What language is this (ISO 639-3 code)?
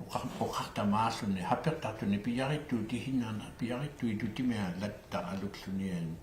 iku